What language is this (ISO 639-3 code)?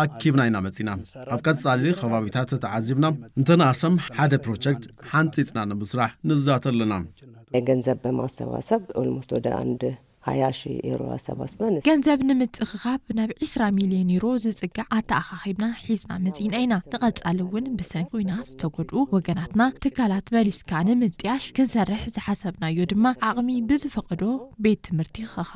tir